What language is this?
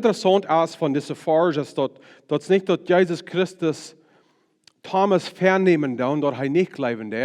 Plautdietsch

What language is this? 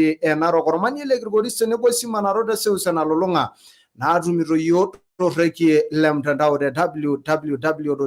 Masai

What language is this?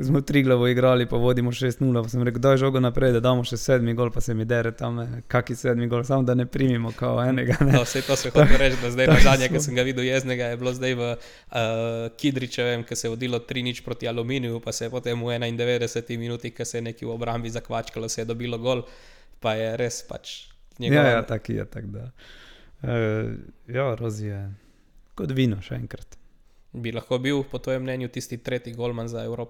Slovenian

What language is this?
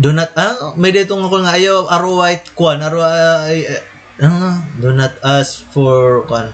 Waray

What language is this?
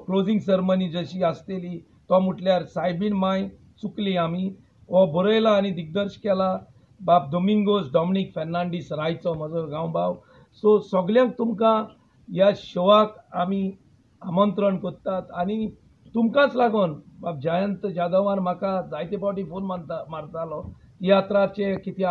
Konkani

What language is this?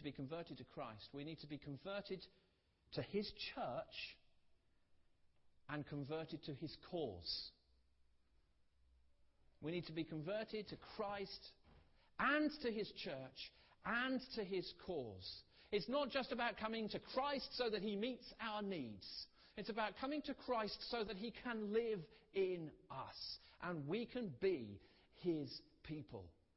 English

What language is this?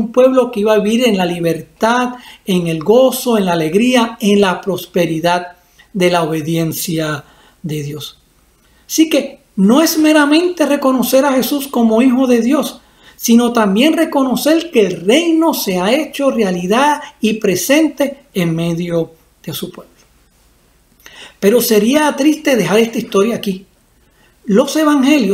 Spanish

